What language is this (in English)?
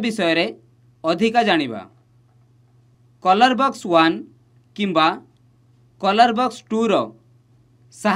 Odia